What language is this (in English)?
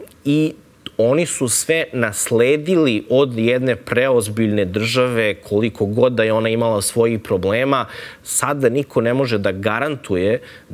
Serbian